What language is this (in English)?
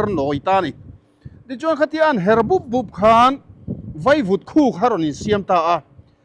Mizo